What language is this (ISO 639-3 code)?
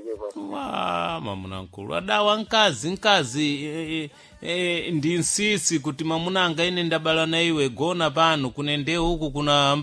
seh